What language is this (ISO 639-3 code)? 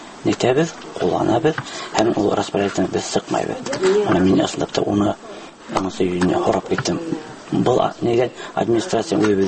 tat